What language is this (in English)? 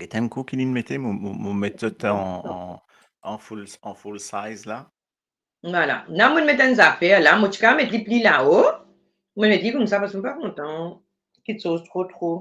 Morisyen